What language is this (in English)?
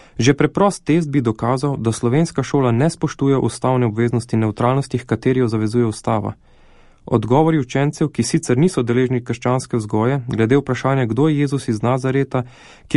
Slovenian